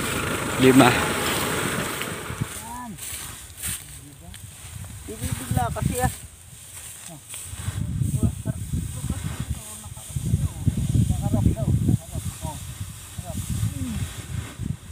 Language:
Filipino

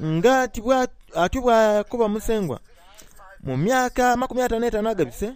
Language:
Soga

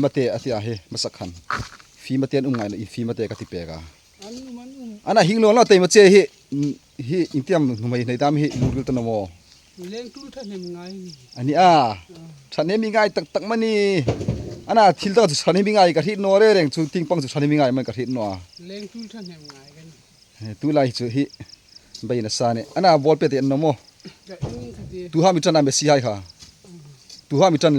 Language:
Hmar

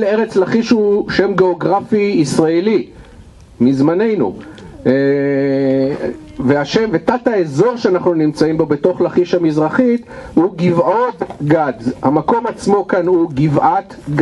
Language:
Hebrew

